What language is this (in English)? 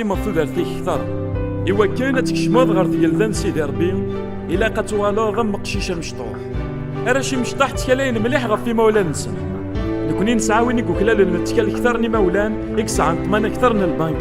Kabyle